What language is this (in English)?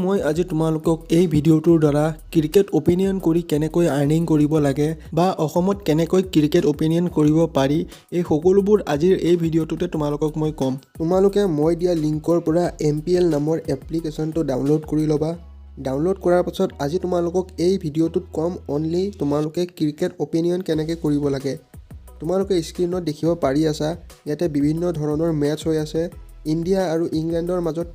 Assamese